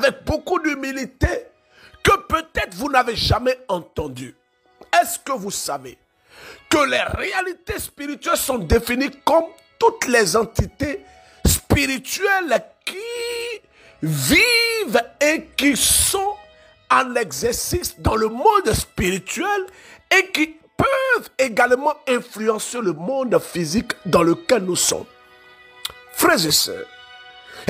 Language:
French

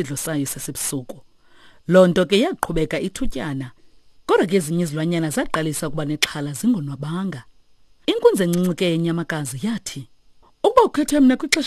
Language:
Xhosa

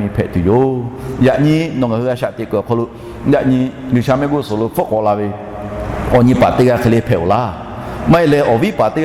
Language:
Lahu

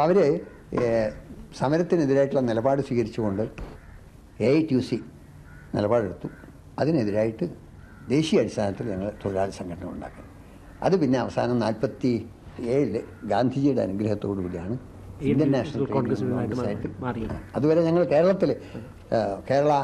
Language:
Malayalam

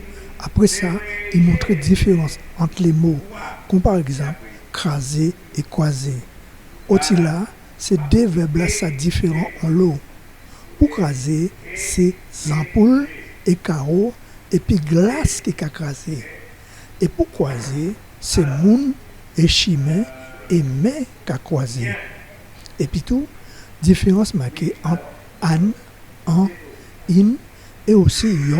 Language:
Guadeloupean Creole French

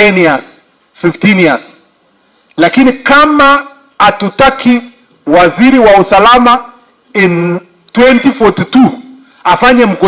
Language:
Meru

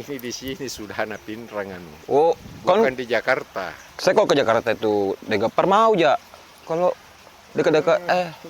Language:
Makassar Malay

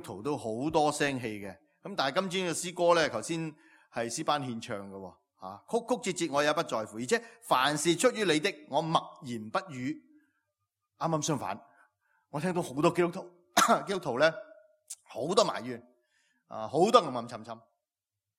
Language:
Cantonese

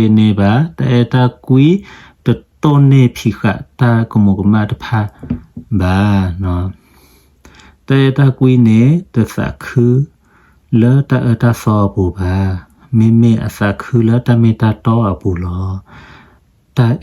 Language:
S'gaw Karen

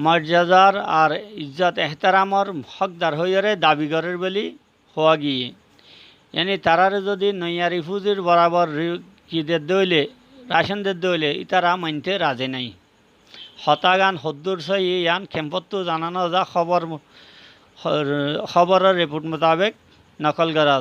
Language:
Rohingya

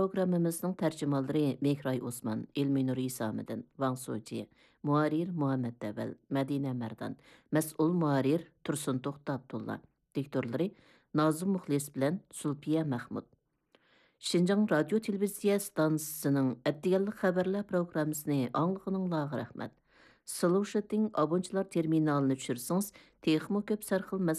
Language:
Uyghur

